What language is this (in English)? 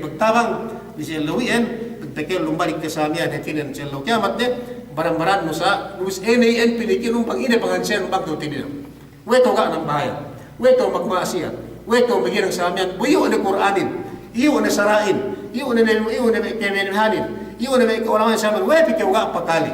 Yakan